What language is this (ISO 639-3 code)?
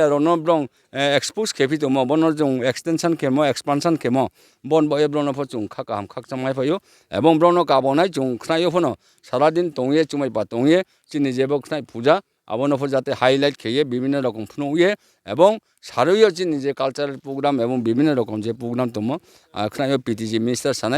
ria